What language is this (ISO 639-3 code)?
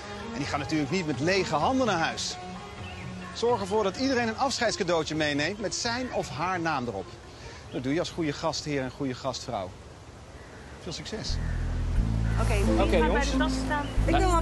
nld